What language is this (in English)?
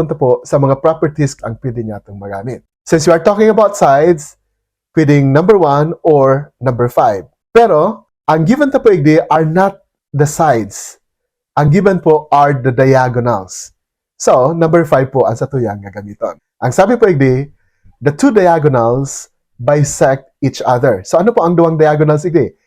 Bikol